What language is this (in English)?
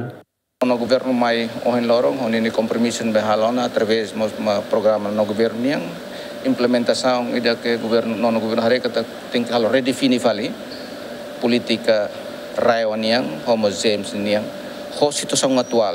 Tetum